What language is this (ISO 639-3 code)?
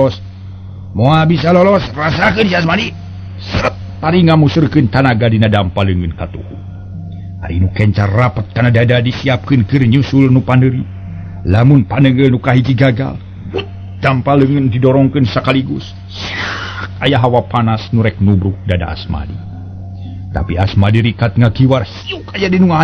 sun